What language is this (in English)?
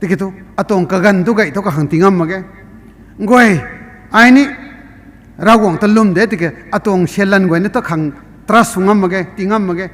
Rongmei Naga